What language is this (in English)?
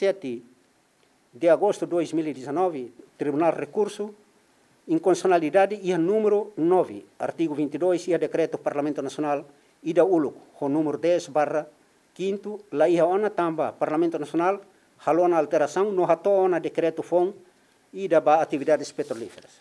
Tetum